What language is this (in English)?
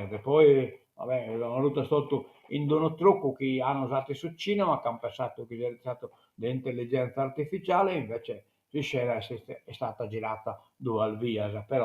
Sardinian